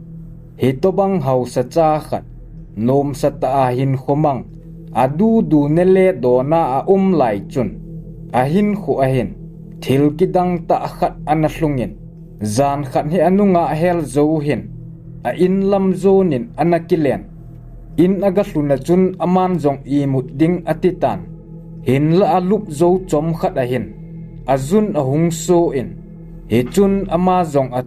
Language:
Thado Chin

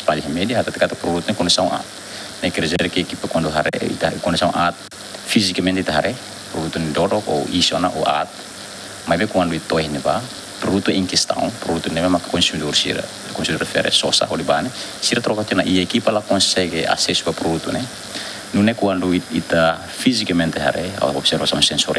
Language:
Tetum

